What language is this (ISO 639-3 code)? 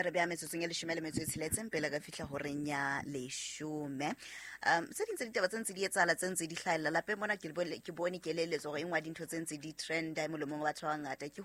sot